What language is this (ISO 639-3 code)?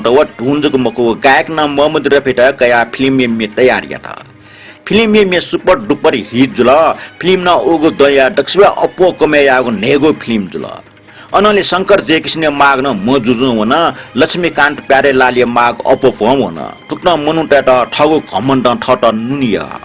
new